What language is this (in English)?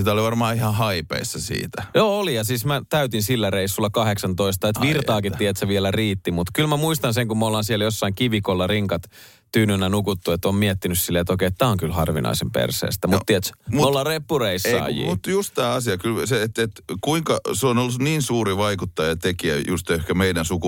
Finnish